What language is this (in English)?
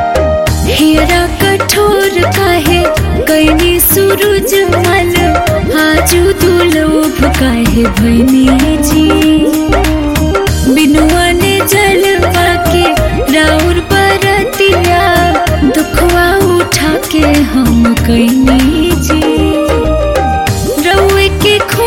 Bhojpuri